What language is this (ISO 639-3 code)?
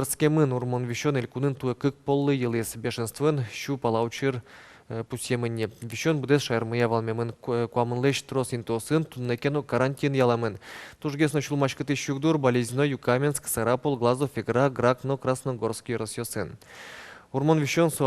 udm